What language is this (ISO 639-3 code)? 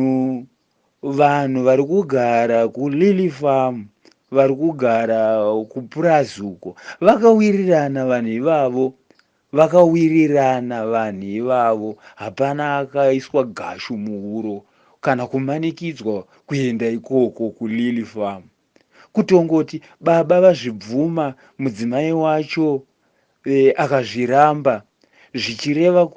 sna